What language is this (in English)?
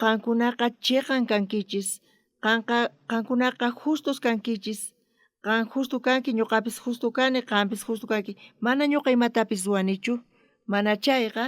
South Bolivian Quechua